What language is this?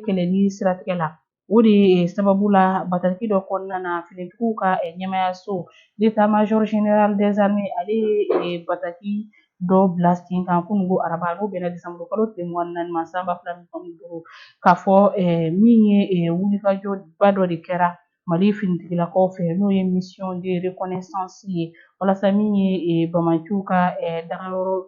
Bambara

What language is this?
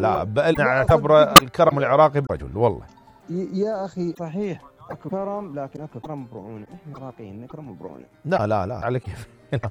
Mesopotamian Arabic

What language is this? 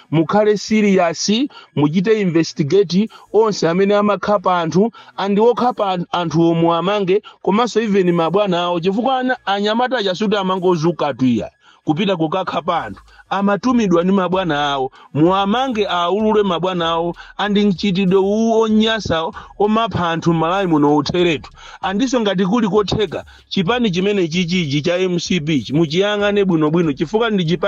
Nyanja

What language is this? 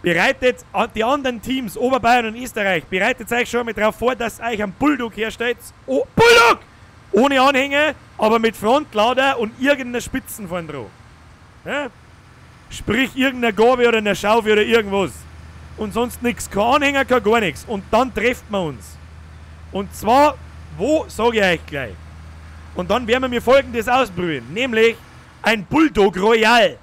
Bavarian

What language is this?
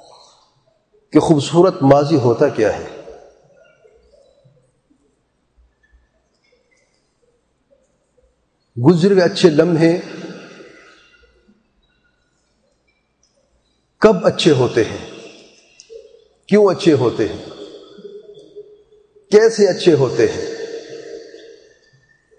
Urdu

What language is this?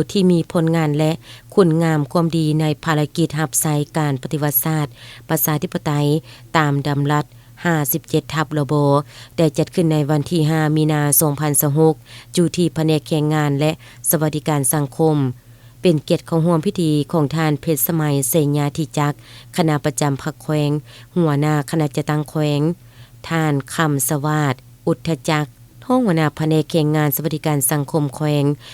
Lao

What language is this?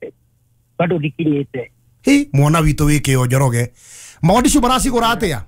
Kikuyu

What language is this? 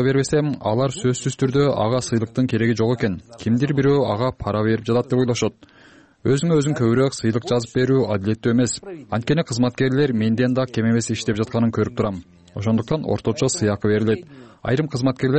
Kyrgyz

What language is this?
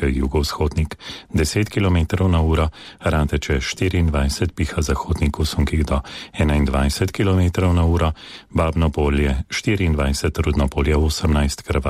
Slovenian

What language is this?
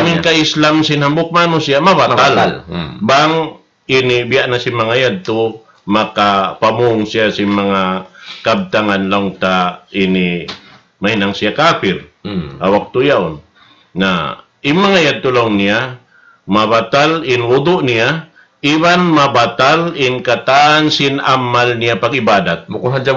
Tausug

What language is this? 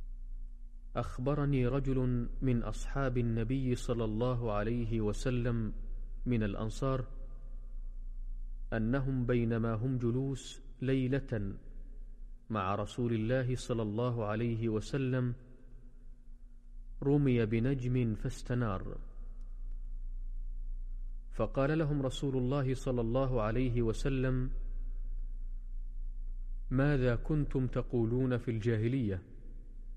Arabic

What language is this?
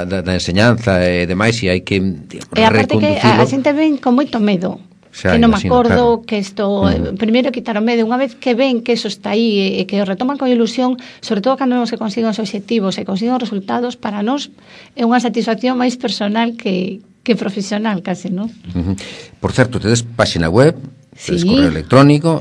Galician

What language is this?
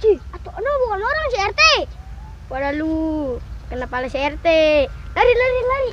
Betawi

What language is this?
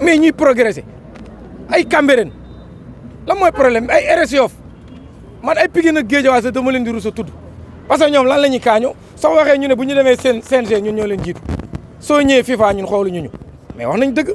Wolof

